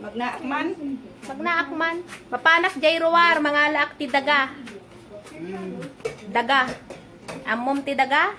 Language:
Iloko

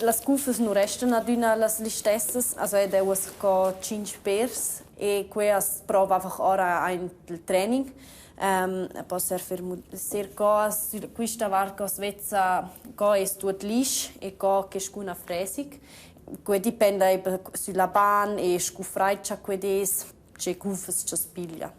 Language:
Romansh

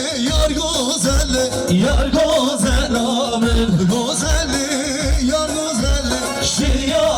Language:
Kurdish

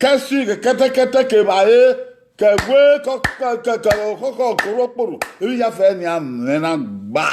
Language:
Bini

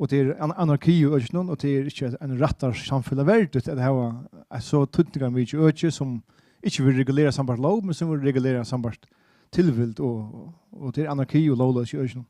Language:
Faroese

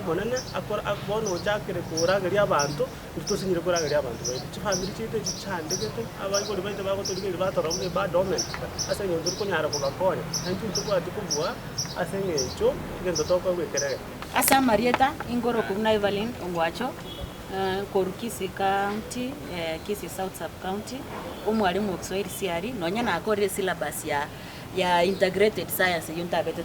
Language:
Gusii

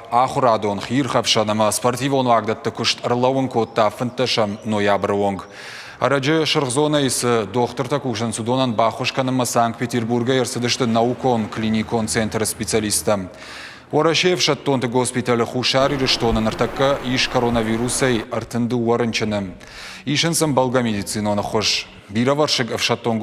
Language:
Ossetic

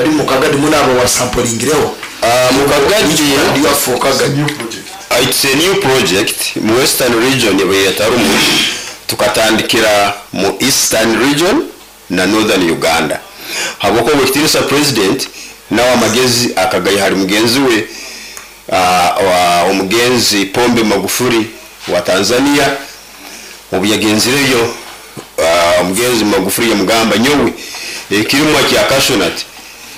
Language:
Nyoro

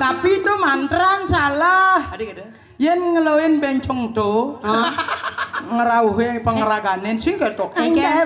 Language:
Balinese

